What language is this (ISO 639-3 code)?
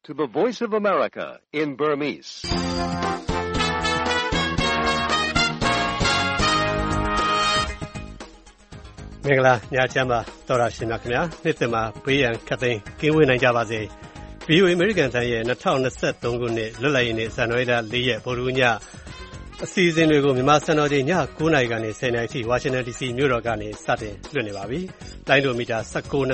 mya